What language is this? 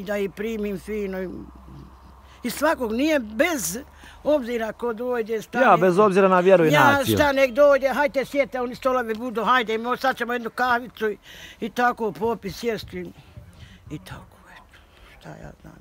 Bosnian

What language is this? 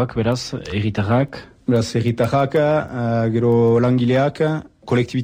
Basque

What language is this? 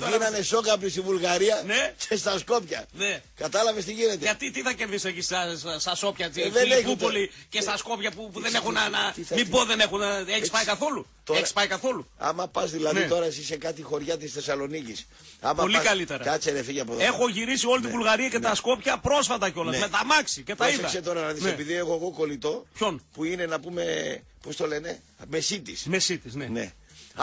Greek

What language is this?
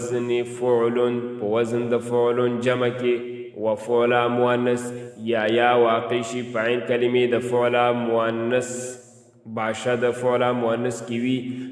Pashto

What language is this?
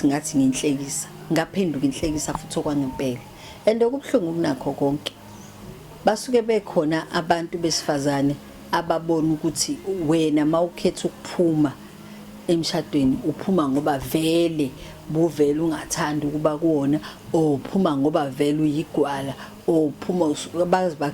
Zulu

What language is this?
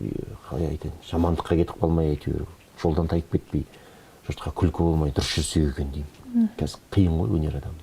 Kazakh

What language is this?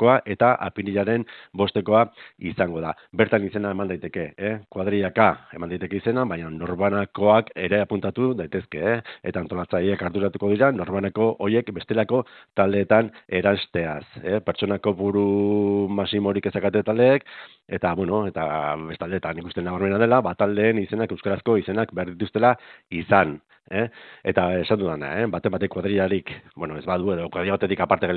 Basque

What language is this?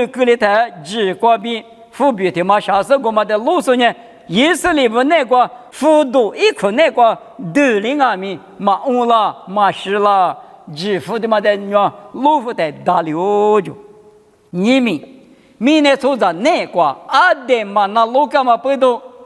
Lisu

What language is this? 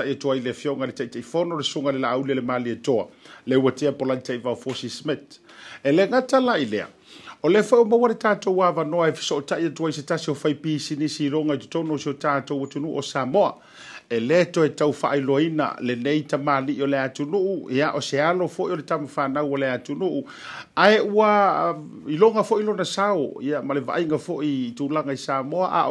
Samoan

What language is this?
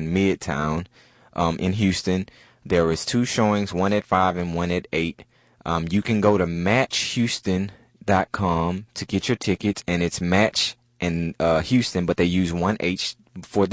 English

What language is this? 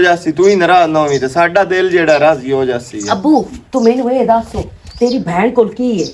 Western Panjabi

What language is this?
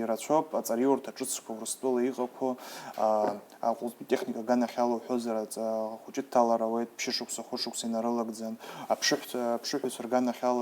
Abkhazian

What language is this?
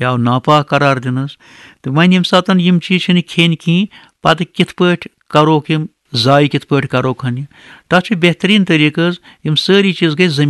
Kashmiri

